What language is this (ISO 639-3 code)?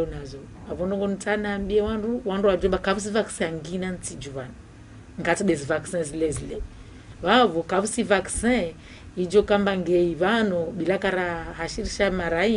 zdj